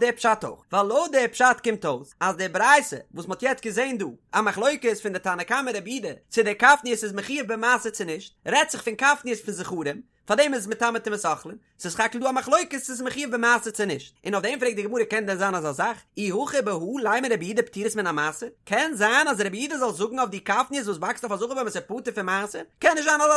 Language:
Yiddish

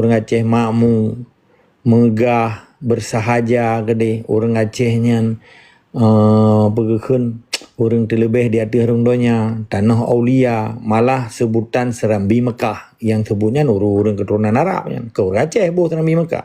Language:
Achinese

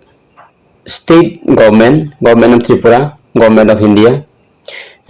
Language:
Riang (India)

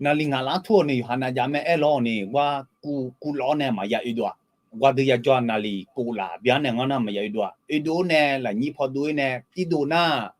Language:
Akha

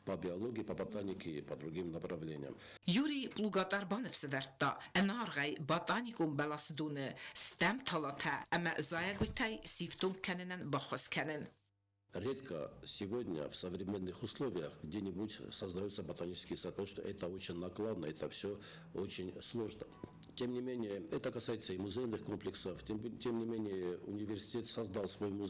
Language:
Ossetic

